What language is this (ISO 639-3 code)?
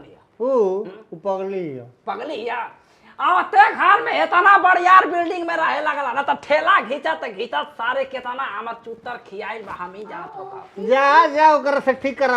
bho